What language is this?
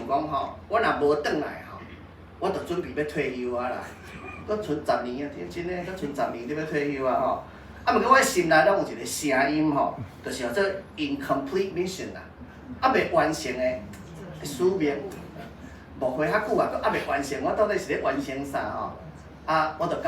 Min Nan Chinese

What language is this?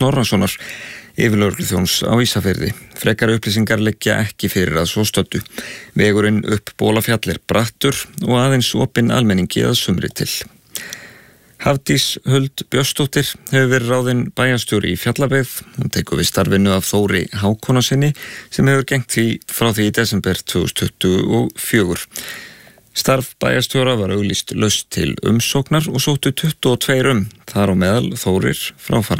Icelandic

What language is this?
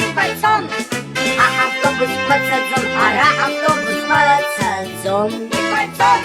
Abkhazian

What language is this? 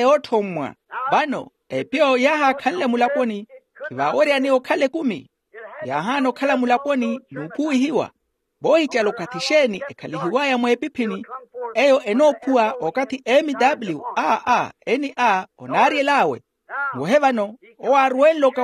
Makhuwa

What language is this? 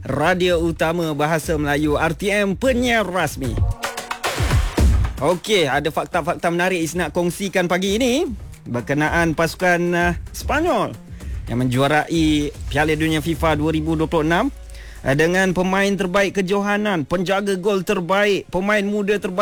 Malay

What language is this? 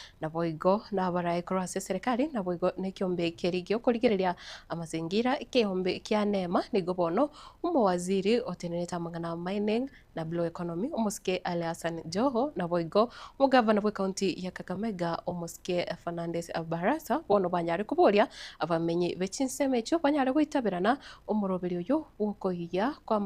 Gusii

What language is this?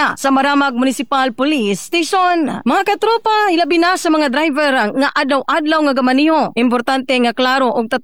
Cebuano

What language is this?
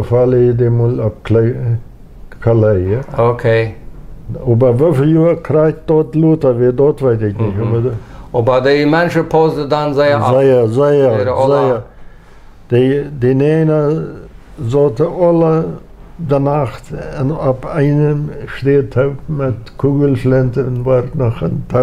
Plautdietsch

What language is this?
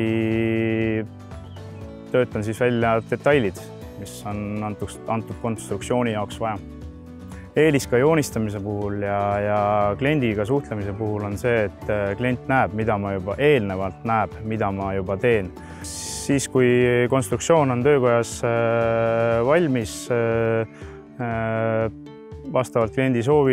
Estonian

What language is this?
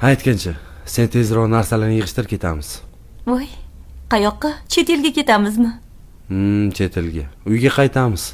Uzbek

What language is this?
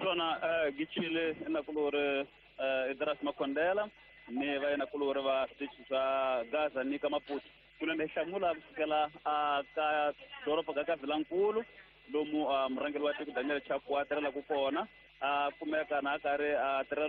Tsonga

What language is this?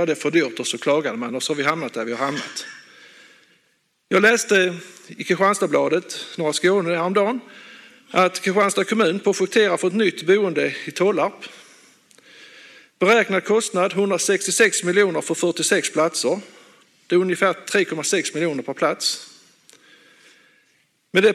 Swedish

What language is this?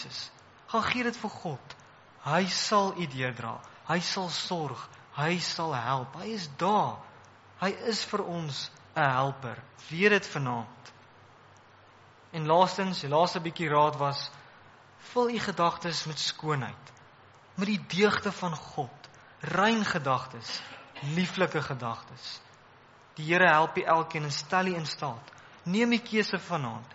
Afrikaans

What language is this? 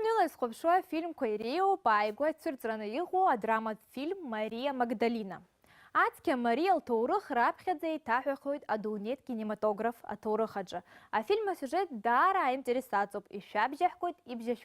Abkhazian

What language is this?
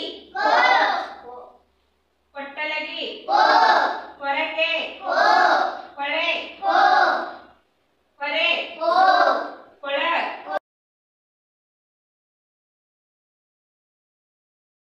Kannada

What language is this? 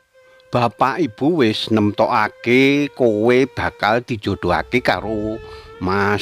Javanese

